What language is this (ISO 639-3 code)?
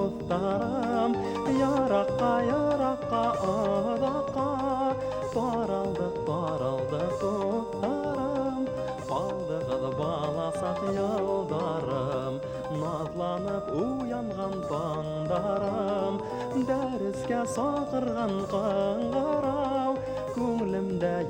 bak